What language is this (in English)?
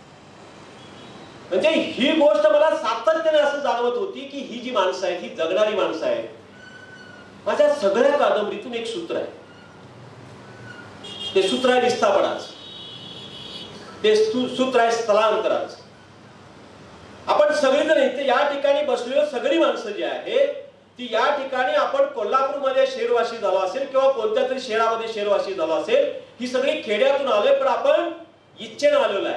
Marathi